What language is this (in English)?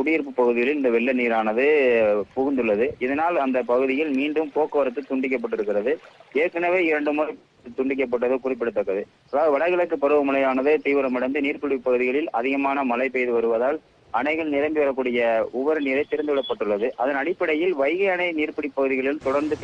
Tamil